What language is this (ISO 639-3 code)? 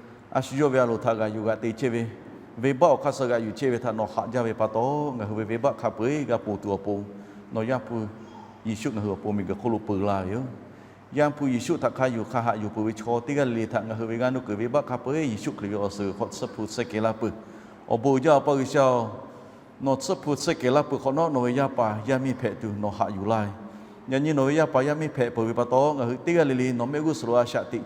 lhu